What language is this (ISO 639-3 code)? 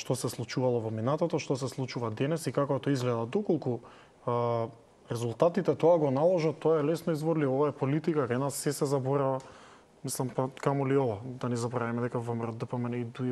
mkd